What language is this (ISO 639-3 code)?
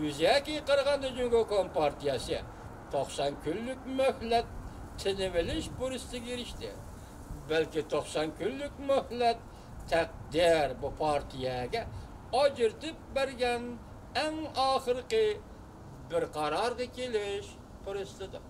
uig